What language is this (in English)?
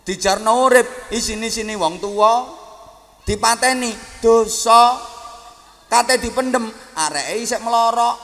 Javanese